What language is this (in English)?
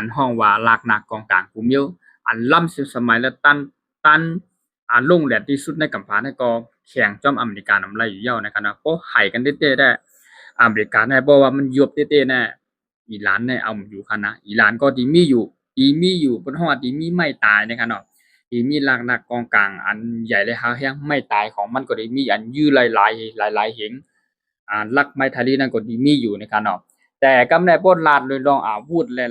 Shan